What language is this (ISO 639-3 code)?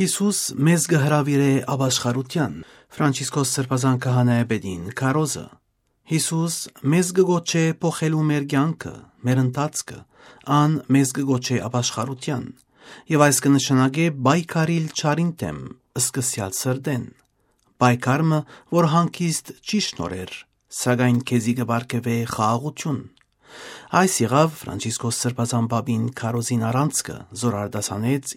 hyw